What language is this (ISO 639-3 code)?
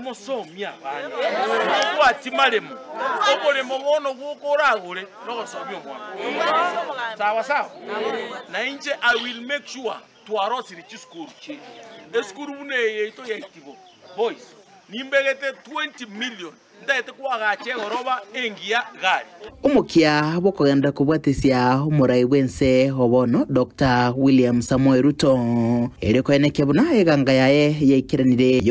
guz